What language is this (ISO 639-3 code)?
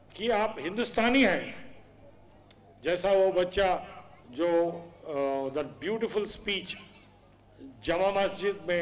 hin